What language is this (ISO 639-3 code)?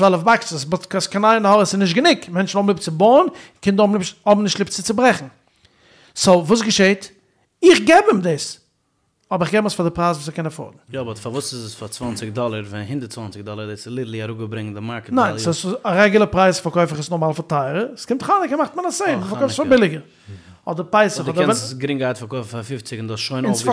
yid